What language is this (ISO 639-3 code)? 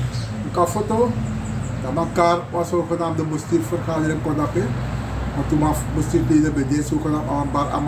srn